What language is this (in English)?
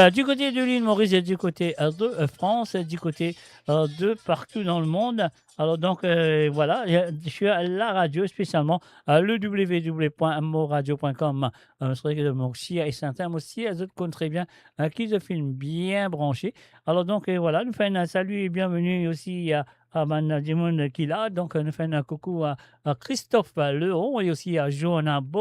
Morisyen